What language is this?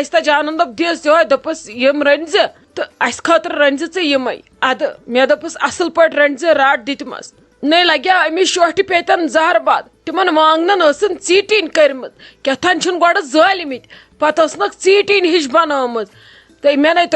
Kashmiri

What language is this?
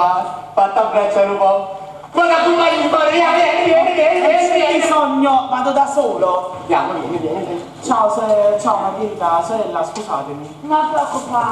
Neapolitan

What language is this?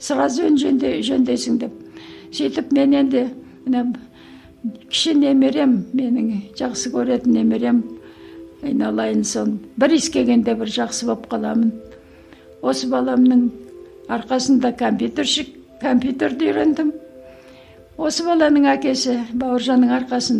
Kazakh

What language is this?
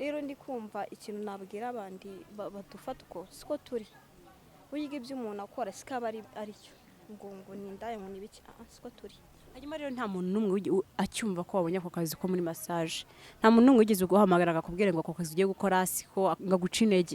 Kinyarwanda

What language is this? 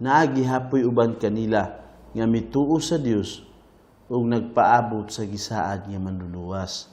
Cebuano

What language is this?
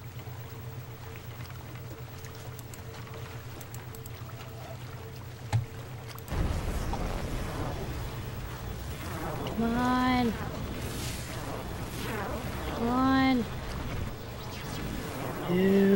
English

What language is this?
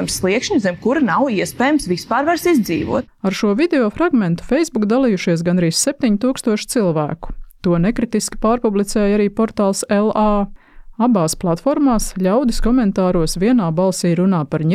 Latvian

